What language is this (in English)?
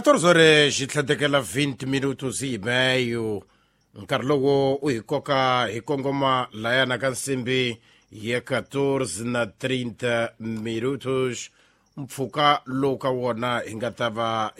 Tsonga